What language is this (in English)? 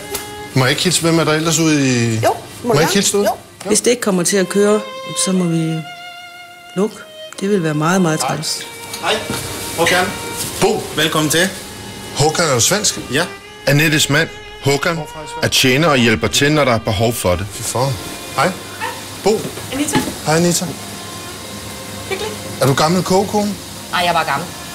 Danish